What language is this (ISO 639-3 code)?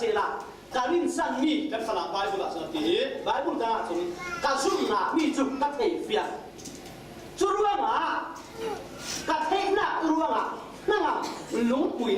cfm